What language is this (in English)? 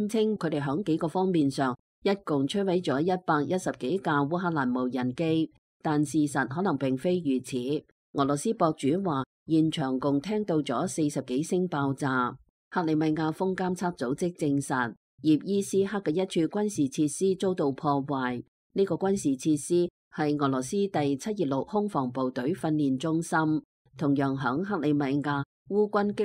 Cantonese